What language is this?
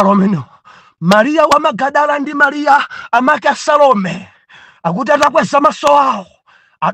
Nyanja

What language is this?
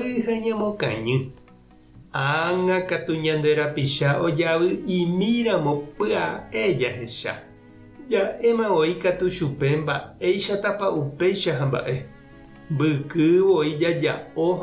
Guarani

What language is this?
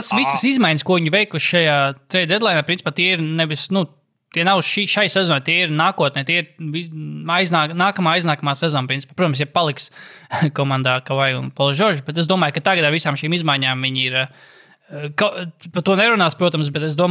Latvian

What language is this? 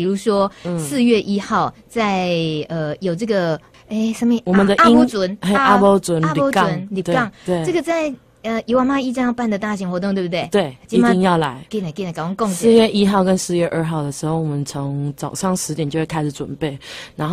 Chinese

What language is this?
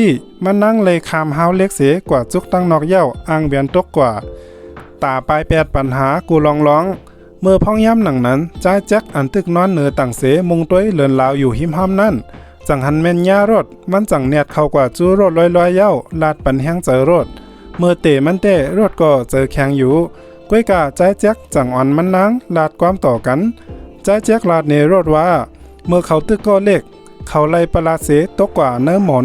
Shan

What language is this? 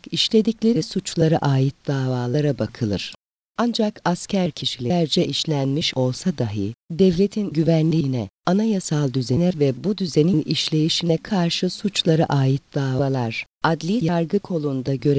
Turkish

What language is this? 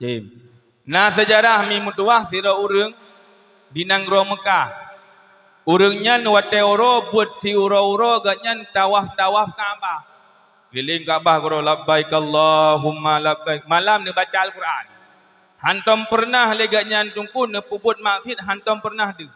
Achinese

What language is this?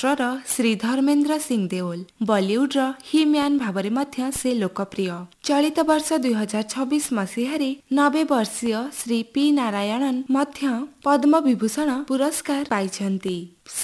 Odia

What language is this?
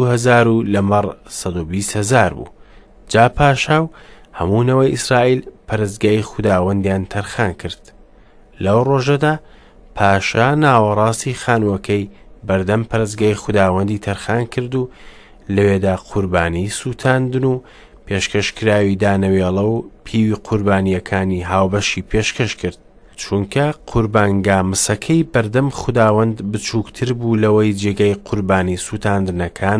Central Kurdish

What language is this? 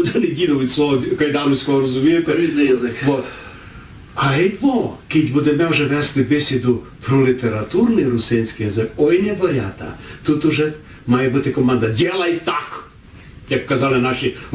Rusyn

